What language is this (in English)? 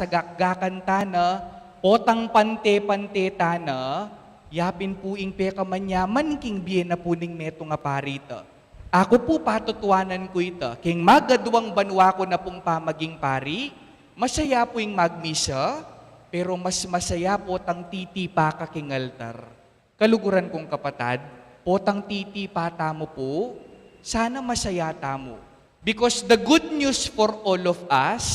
Pampanga